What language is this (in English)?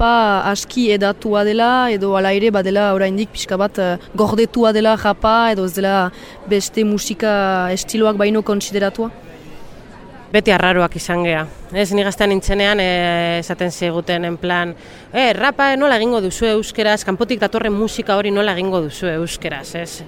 Basque